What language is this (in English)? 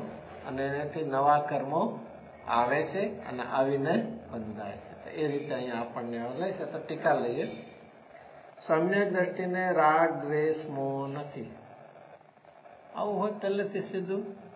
Gujarati